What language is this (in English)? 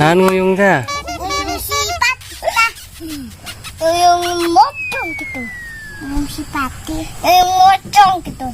Sundanese